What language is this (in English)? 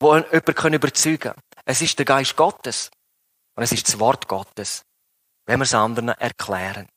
Swiss German